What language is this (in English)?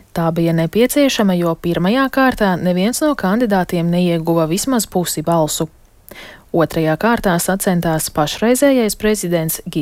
Latvian